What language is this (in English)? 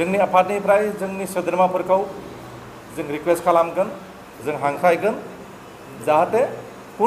Bodo